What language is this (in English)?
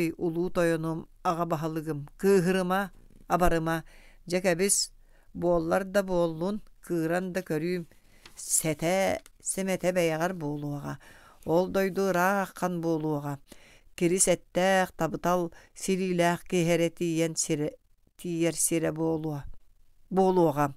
Yakut